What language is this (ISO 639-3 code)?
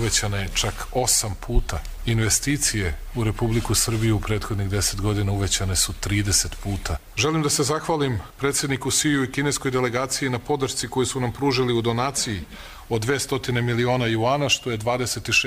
hrv